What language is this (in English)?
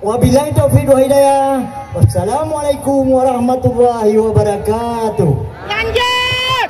Achinese